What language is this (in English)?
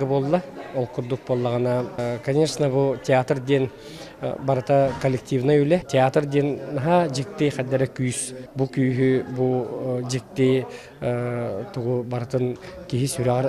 Yakut